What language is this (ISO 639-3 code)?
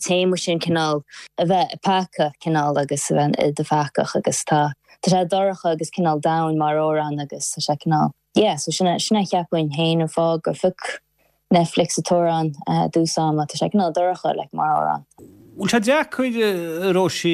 gle